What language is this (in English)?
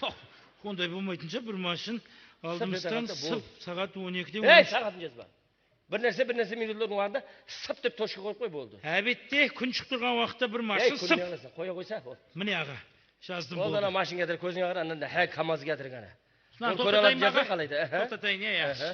Kara-Kalpak